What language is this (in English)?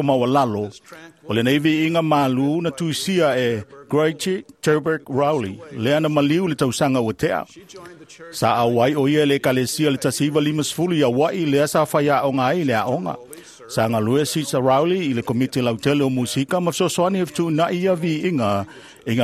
Samoan